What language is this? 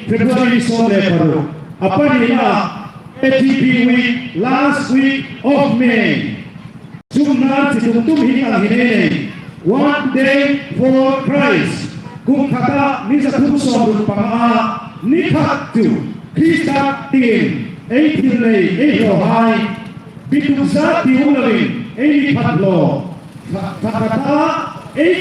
Hmar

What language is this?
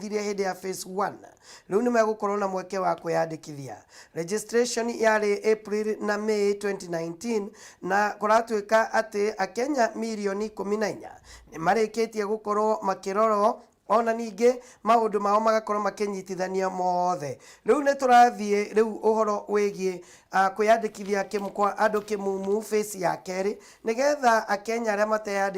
Kikuyu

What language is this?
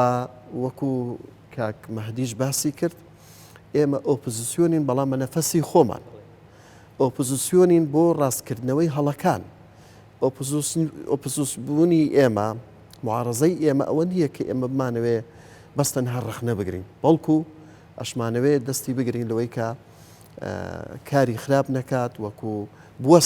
Central Kurdish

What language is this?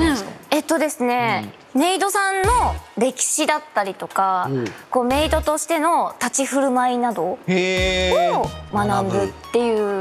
Japanese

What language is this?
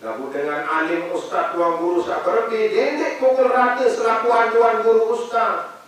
Sasak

